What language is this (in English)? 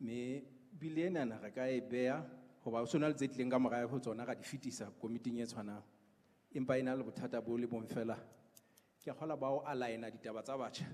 Southern Sotho